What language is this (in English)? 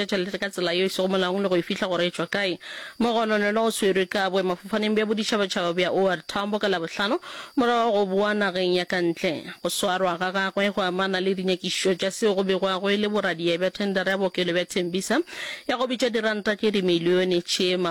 Northern Sotho